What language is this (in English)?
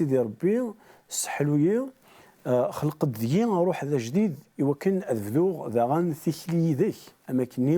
Kabyle